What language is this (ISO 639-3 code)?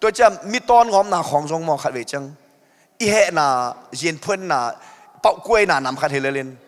ctd